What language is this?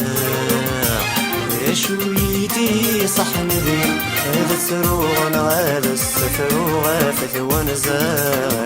Kabyle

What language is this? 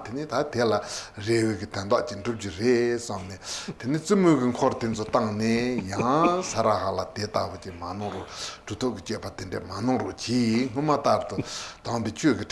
Tibetan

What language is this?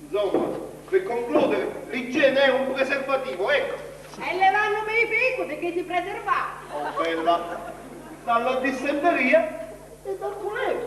Sicilian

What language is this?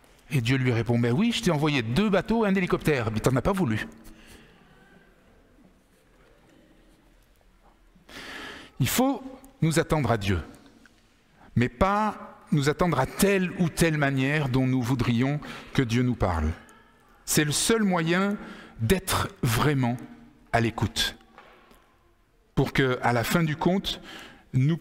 French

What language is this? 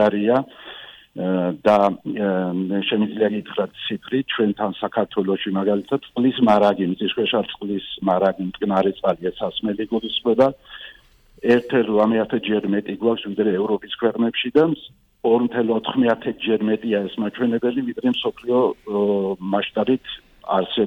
Georgian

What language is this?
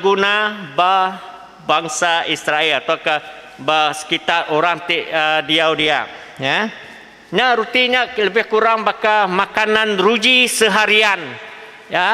Iban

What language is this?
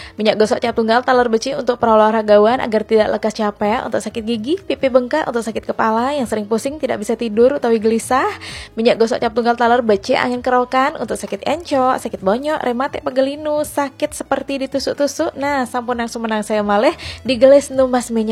Balinese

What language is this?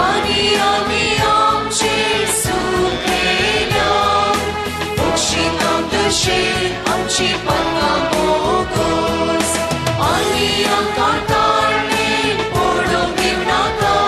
Konkani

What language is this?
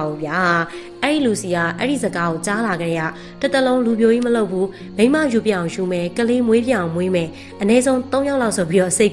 Burmese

